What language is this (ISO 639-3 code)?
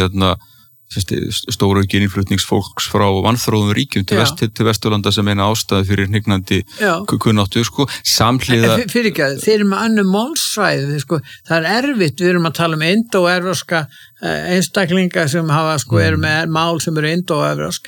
isl